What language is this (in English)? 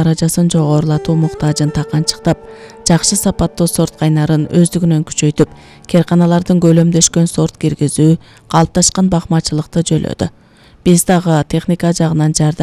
Kyrgyz